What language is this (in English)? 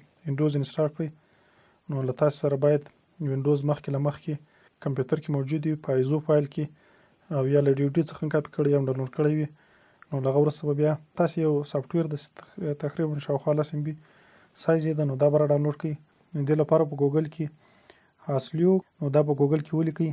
Pashto